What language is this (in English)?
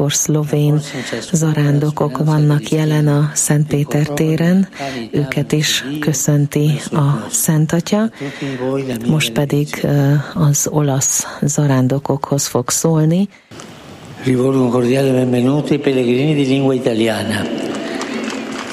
Hungarian